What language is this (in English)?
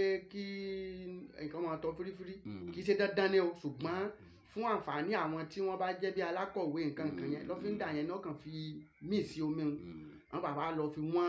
Yoruba